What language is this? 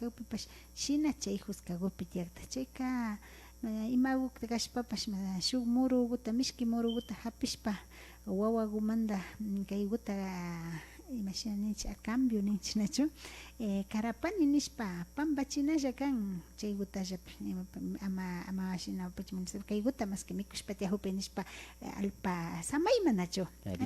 Imbabura Highland Quichua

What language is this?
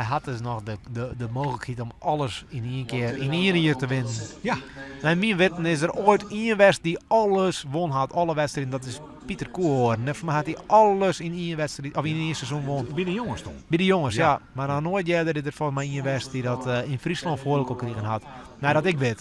Western Frisian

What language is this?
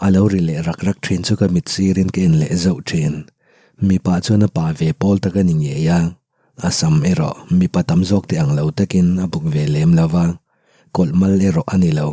Mizo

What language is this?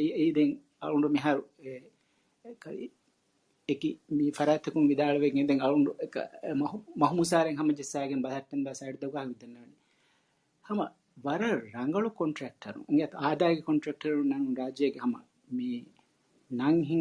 Divehi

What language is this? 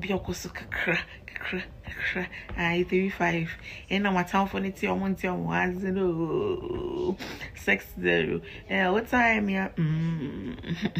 Hausa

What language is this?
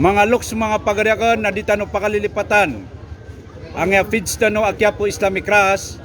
Maranao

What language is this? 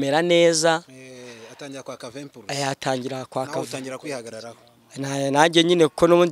Kinyarwanda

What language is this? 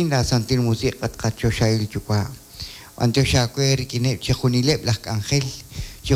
Kekchí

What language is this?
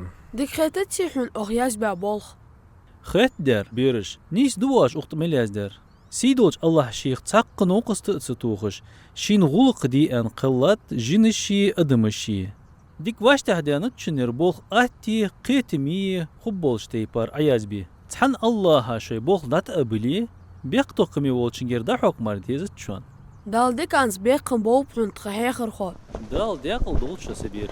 Ingush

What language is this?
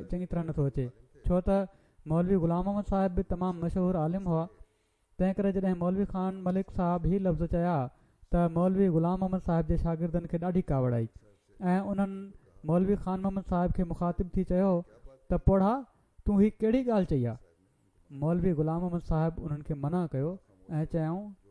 Sindhi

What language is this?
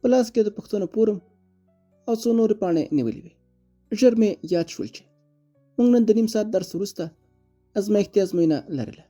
Pashto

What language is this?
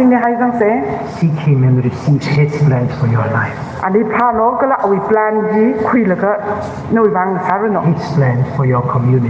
Tangkhul Naga (India)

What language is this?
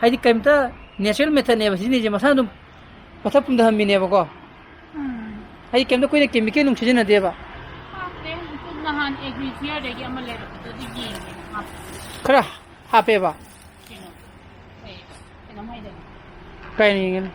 Manipuri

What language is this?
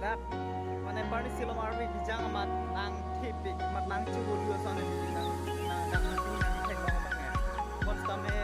Karbi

